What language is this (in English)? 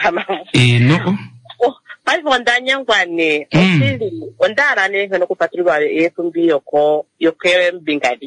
Kuanyama